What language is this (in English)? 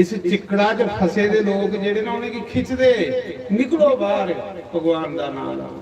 Dogri